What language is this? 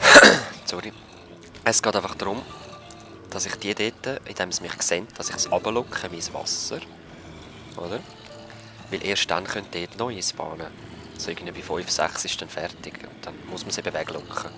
Swiss German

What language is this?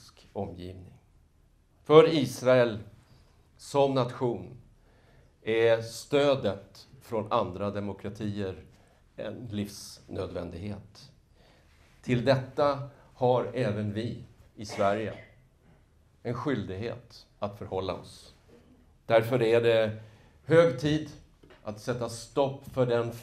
Swedish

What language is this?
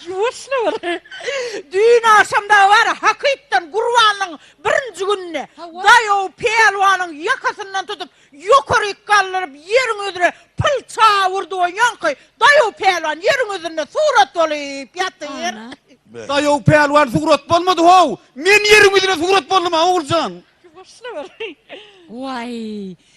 Turkmen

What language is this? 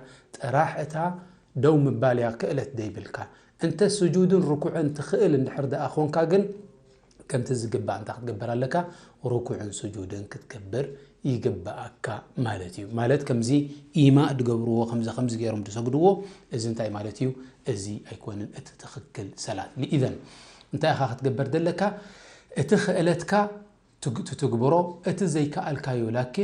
Tigrinya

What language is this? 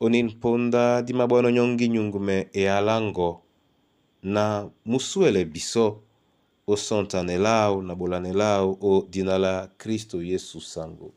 Duala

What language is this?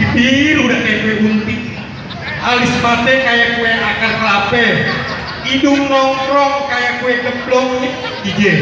Betawi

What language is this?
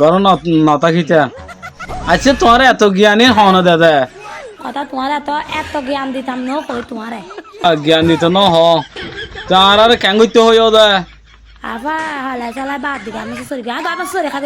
Rohingya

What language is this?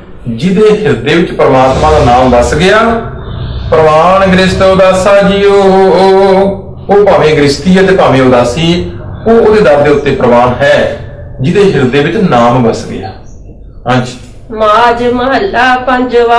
Punjabi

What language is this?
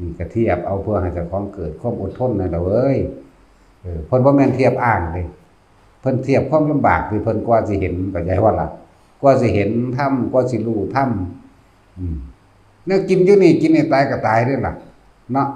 Northeastern Thai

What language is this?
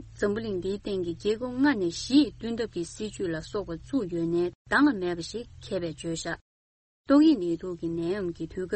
Tibetan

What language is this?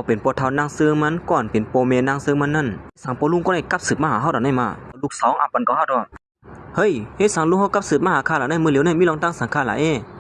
Shan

